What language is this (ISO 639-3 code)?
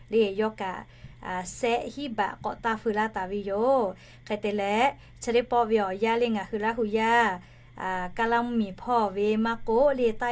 lhu